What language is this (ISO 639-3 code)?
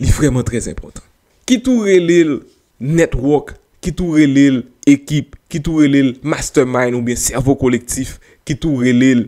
hat